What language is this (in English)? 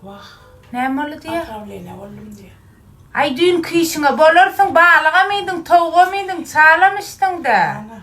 Turkmen